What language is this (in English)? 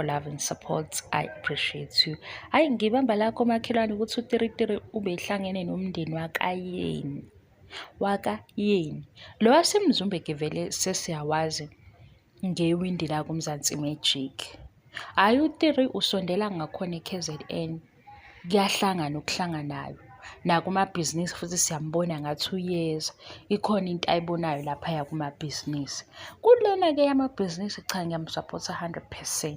Zulu